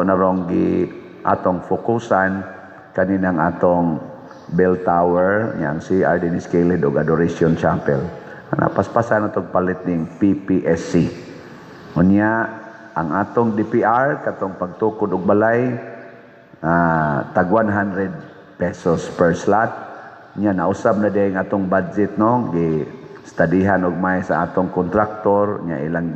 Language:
Cebuano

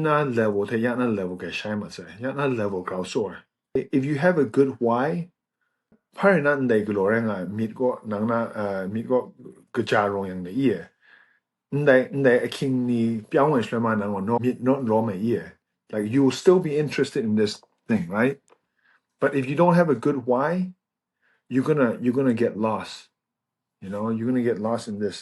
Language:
Kachin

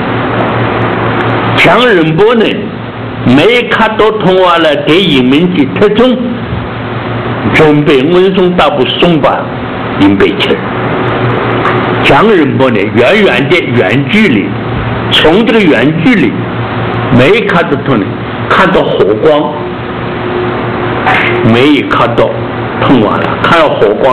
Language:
Chinese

